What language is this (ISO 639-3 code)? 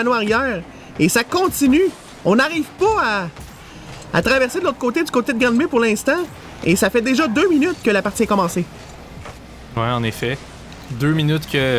fra